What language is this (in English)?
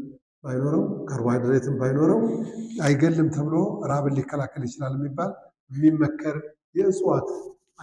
Amharic